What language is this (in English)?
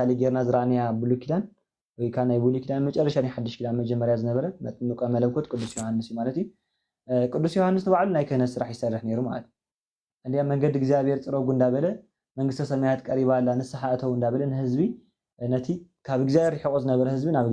Tigrinya